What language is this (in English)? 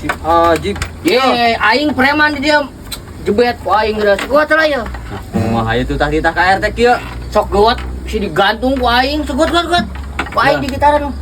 Sundanese